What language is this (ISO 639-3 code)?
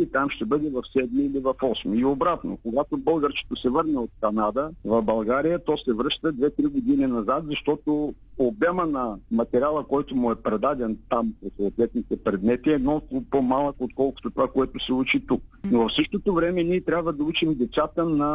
bul